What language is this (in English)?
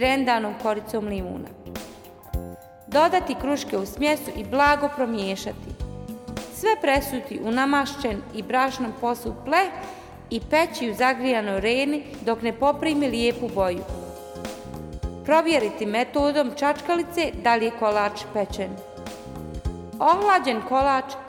Bosnian